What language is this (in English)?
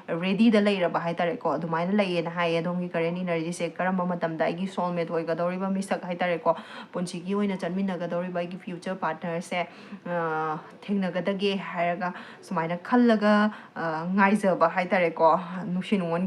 Manipuri